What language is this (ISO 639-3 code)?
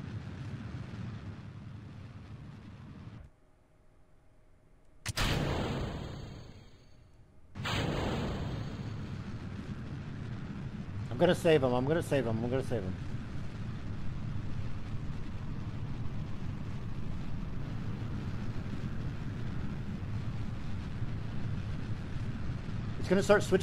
eng